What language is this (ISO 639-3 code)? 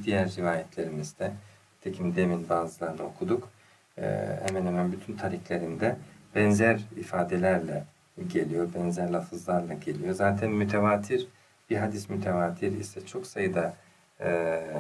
tur